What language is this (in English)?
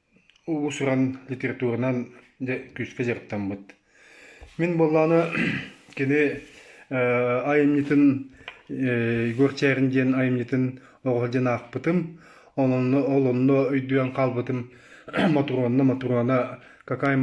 Yakut